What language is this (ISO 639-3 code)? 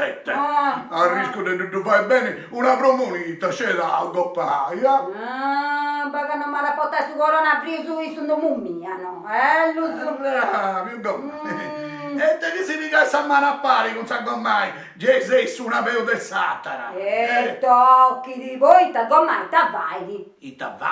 srd